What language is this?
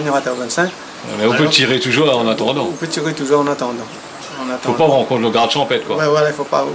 Réunion Creole French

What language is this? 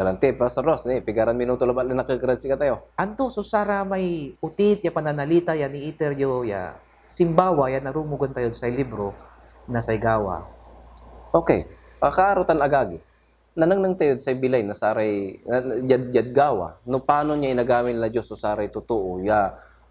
Pangasinan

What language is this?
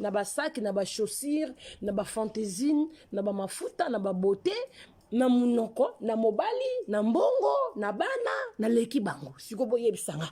Lingala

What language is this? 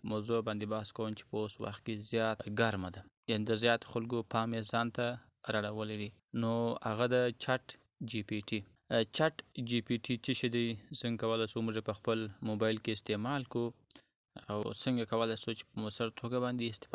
Pashto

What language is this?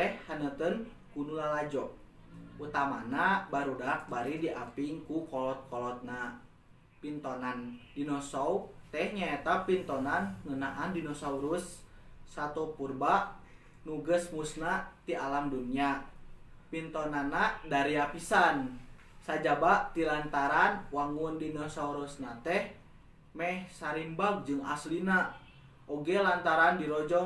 Sundanese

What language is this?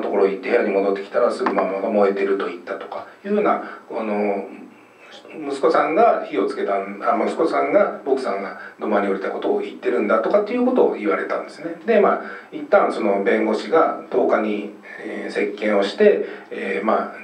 Japanese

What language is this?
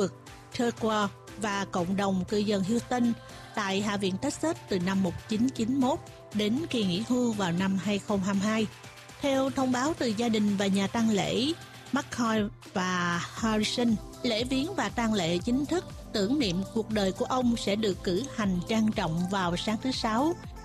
Vietnamese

